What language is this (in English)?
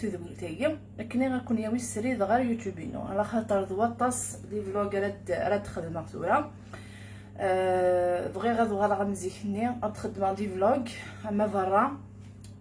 Kabyle